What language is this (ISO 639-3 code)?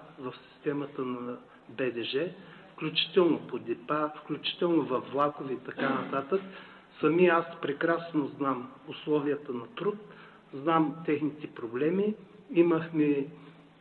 bul